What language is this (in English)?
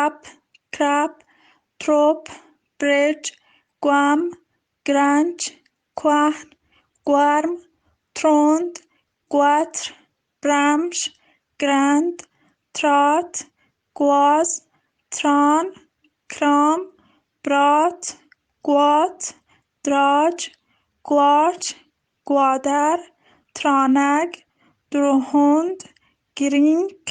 Baluchi